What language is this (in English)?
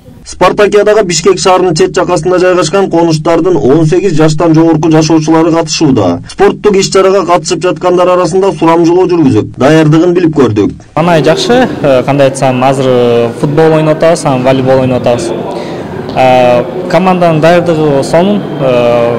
Kyrgyz